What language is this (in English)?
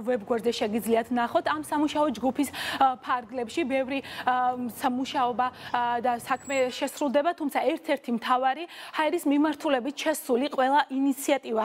Georgian